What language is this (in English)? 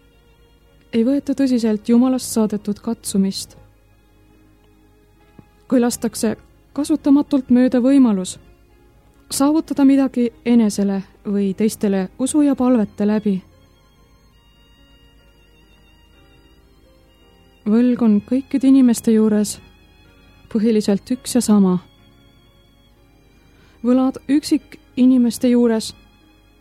Estonian